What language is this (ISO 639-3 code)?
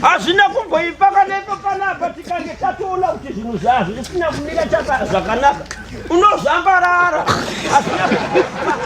sna